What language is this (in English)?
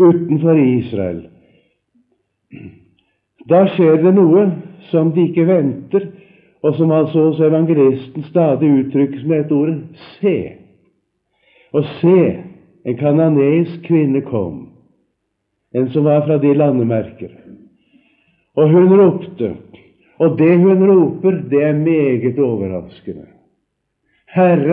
Norwegian